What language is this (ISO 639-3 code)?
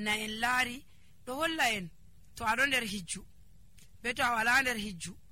fuv